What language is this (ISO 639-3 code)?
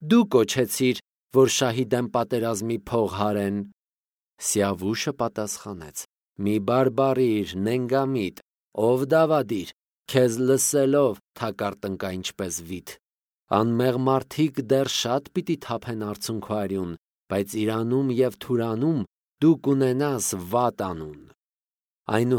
hye